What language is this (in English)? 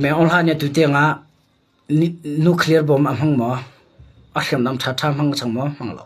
Hakha Chin